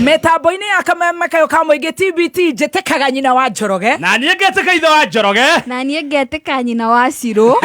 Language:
Kikuyu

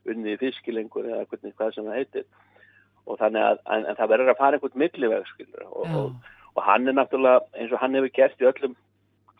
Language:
Icelandic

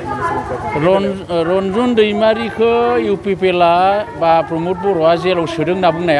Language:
Bodo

